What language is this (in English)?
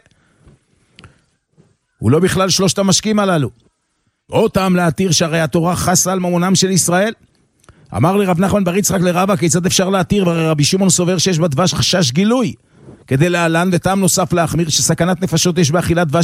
Hebrew